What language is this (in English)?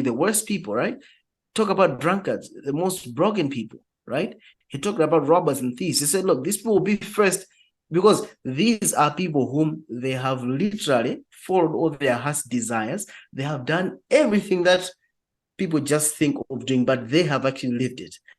English